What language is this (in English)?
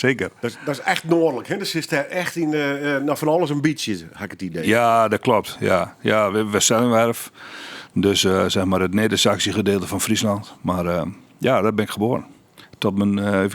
Western Frisian